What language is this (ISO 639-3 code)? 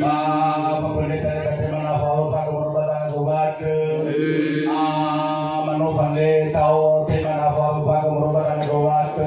nia